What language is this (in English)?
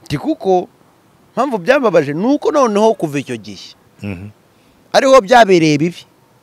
Kinyarwanda